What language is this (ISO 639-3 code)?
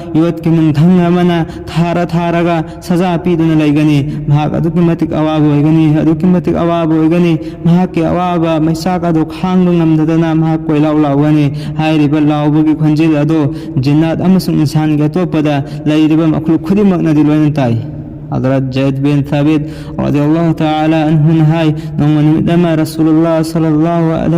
mni